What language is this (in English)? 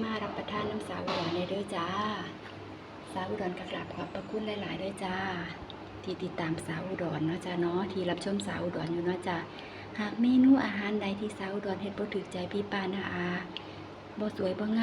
Lao